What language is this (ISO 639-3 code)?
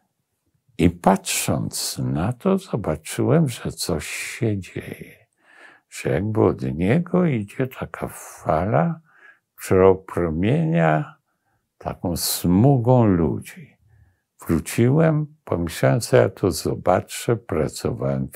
pol